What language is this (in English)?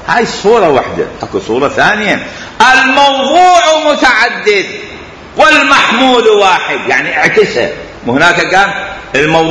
Mesopotamian Arabic